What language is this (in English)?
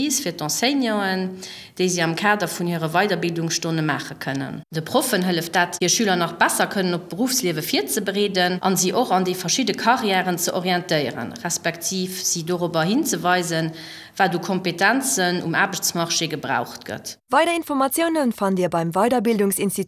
Luxembourgish